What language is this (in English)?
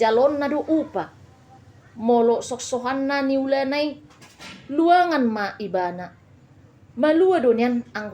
Batak Toba